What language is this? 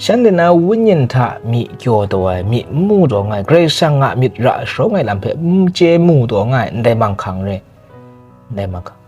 Kachin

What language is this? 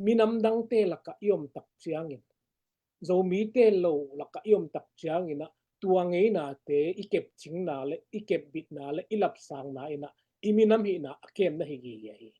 Tedim Chin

